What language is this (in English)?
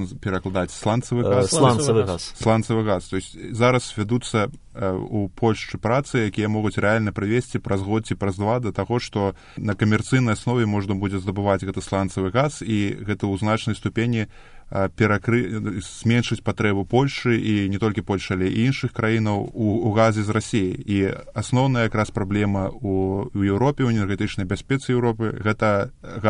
Belarusian